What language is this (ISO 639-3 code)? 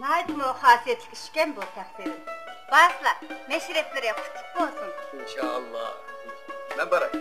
uig